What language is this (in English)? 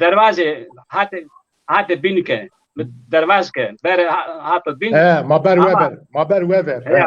Zaza